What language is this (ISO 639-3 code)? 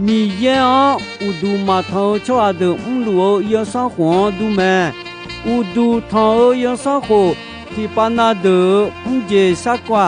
ahk